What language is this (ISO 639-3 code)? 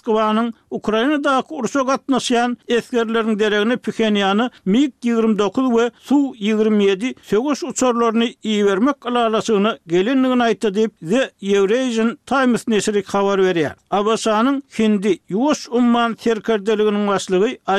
tuk